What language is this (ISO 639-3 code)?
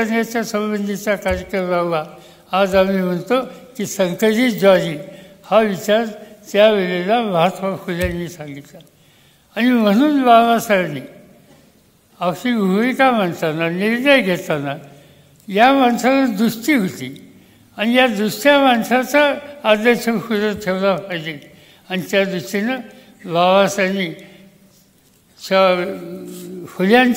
mar